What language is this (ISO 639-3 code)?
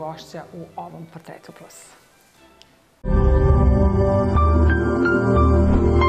srp